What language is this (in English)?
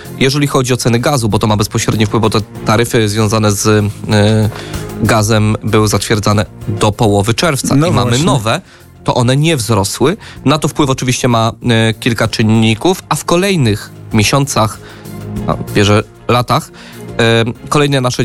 Polish